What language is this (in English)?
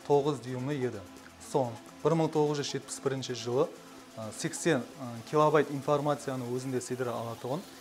Kara-Kalpak